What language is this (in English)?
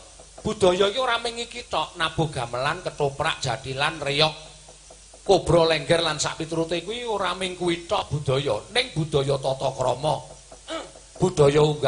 Javanese